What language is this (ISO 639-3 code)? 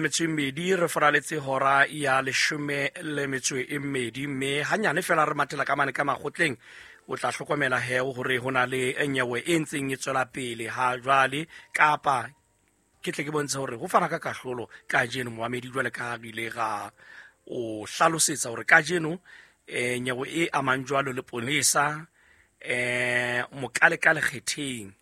sot